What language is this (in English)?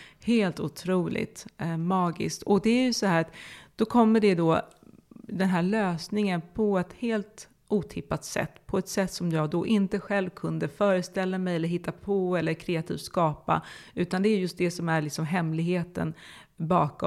Swedish